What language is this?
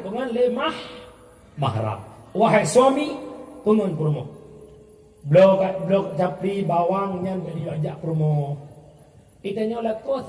Achinese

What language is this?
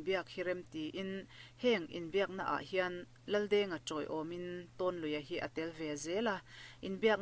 Mizo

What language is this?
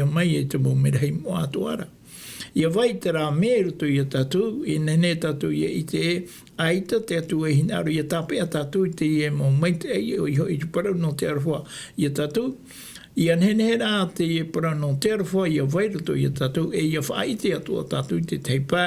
Tahitian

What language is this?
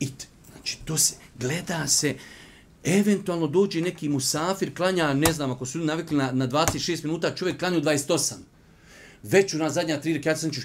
Bosnian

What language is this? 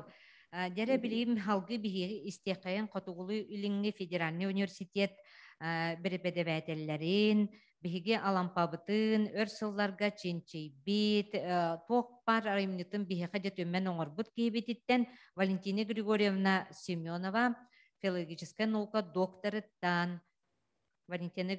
Yakut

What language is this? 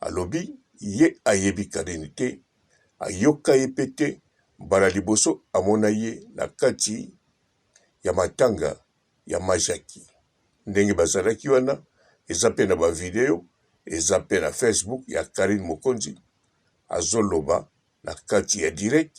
Lingala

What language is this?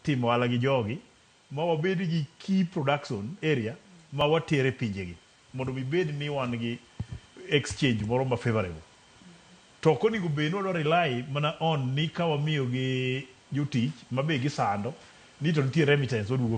Luo (Kenya and Tanzania)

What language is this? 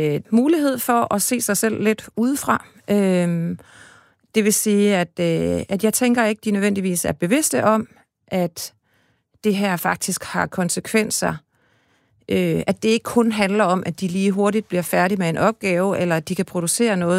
Danish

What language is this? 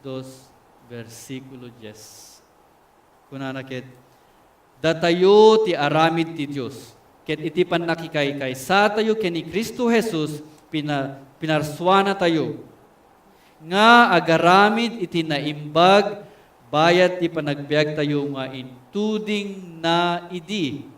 Iloko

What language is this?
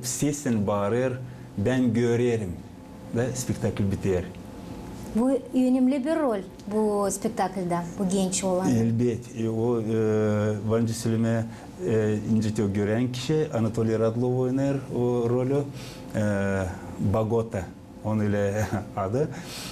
Gagauz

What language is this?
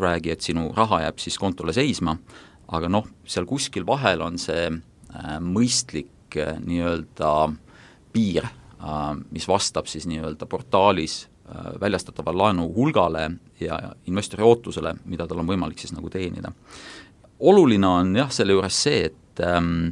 Estonian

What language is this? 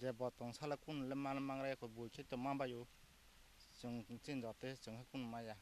Kok Borok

